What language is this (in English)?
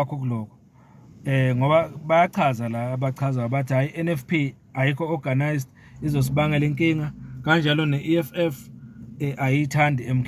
Zulu